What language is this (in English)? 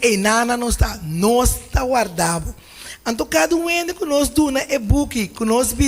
Papiamento